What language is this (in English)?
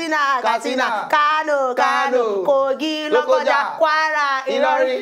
Nigerian Pidgin